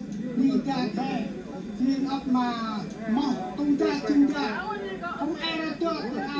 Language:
Central Mnong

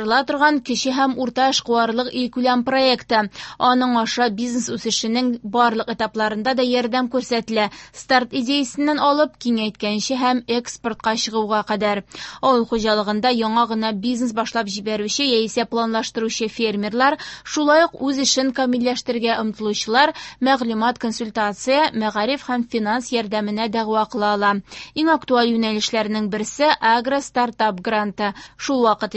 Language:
Tatar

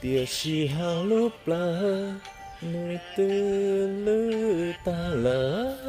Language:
Hmong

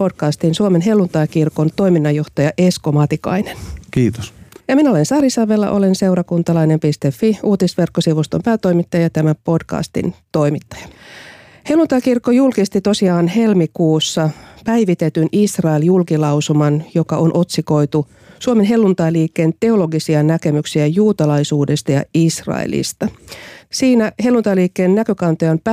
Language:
Finnish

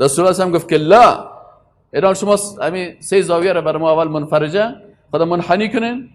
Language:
Persian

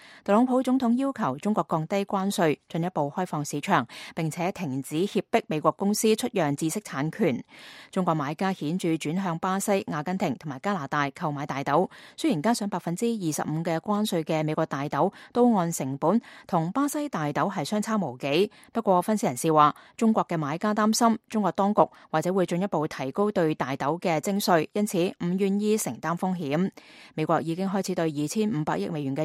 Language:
Cantonese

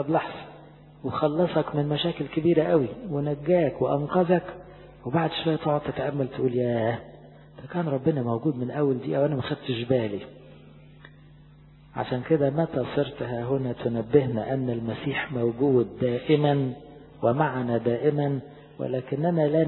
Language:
Egyptian Arabic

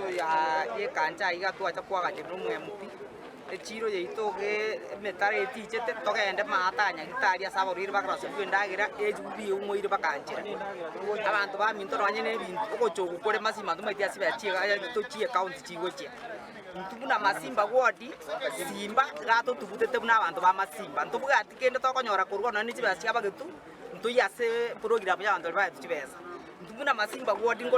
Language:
Gusii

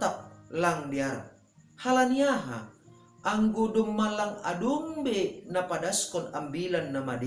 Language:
Batak Simalungun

